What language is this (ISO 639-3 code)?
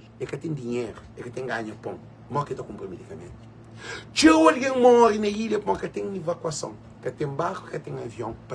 kea